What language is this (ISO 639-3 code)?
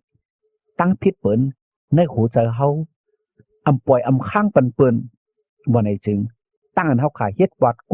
shn